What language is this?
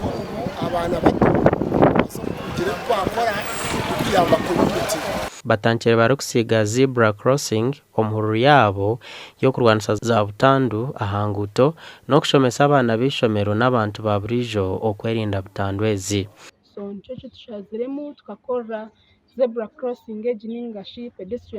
Nyankole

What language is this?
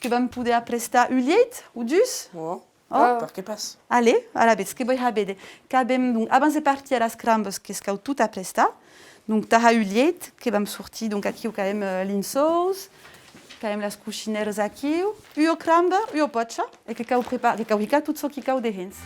Occitan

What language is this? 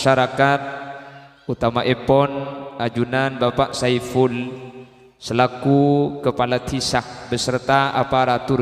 Madurese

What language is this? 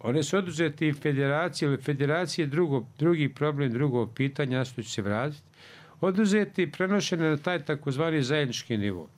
Bosnian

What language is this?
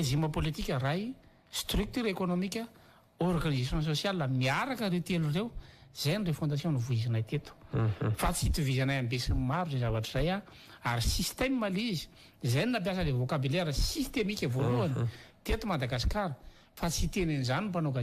Malagasy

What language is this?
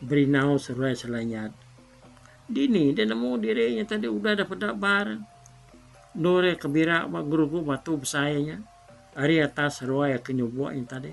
Iban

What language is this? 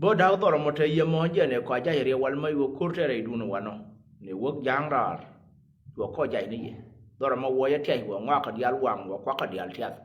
Nuer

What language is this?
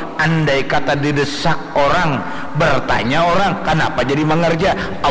Banjar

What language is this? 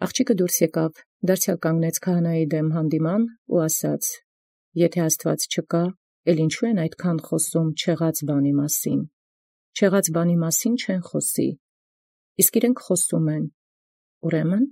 Armenian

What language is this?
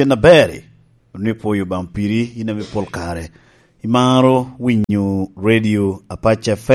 Lango (Uganda)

